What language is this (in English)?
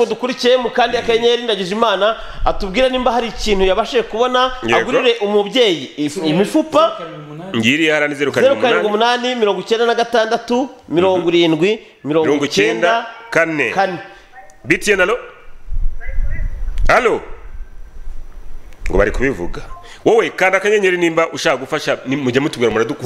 Kinyarwanda